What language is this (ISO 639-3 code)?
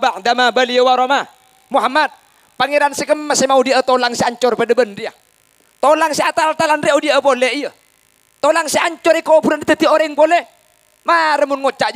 mad